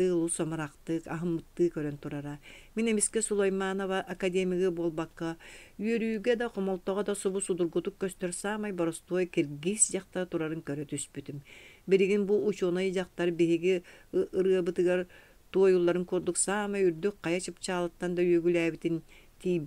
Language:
Yakut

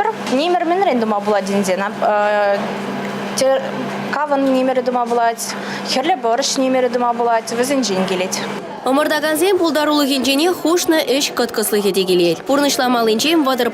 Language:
Chuvash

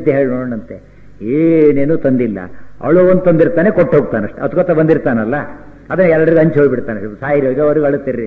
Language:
Kannada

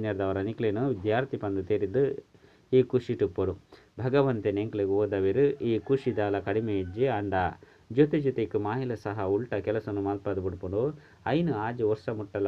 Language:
Tulu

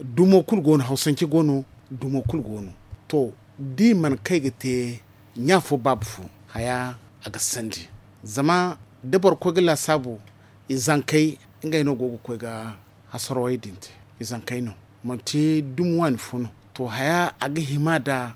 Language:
Zarma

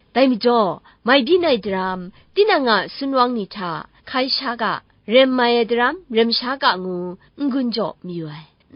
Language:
Kachin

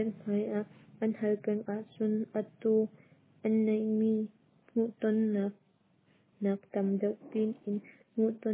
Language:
Hakha Chin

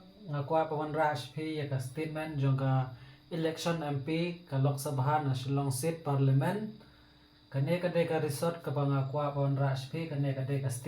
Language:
Khasi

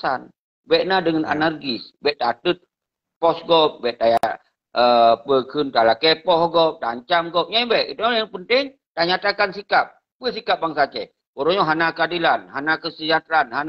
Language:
Achinese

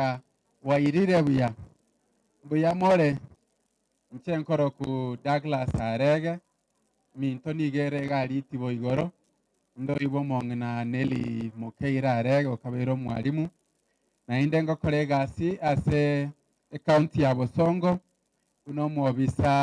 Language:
Gusii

